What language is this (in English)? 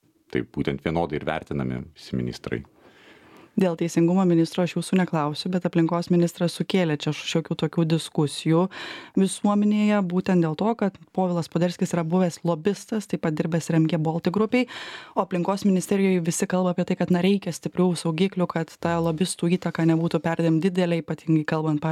Lithuanian